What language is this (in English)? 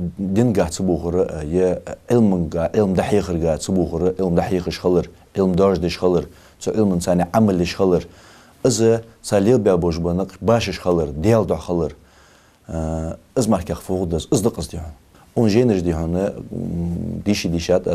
Ingush